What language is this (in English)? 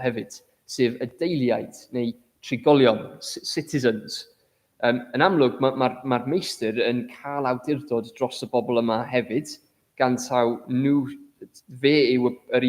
Welsh